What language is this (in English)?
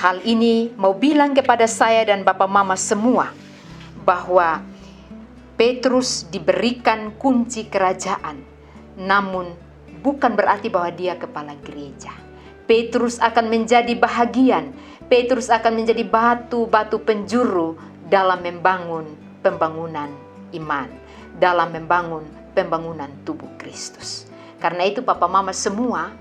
Kupang Malay